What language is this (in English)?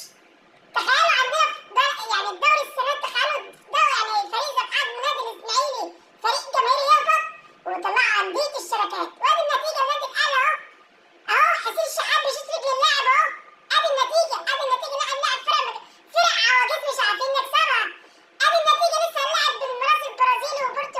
Egyptian Arabic